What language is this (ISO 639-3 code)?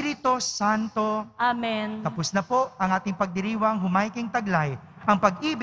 fil